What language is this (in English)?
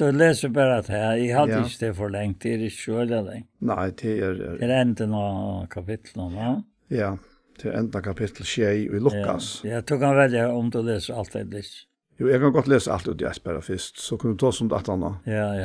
Faroese